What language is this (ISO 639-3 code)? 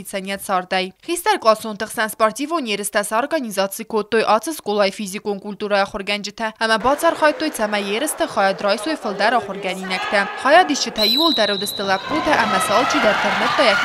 oss